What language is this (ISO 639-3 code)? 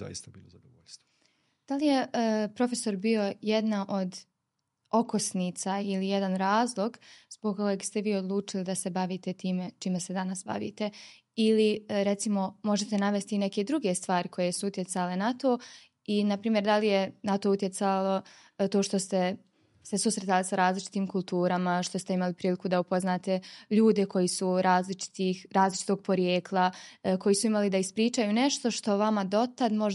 bos